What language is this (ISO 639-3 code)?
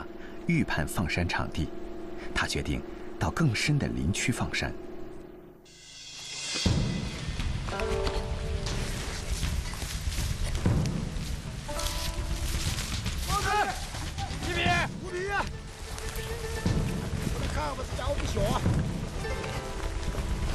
zho